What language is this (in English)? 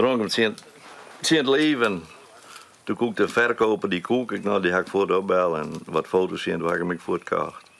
Western Frisian